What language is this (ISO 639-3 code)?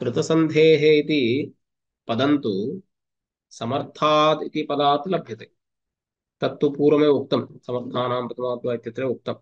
san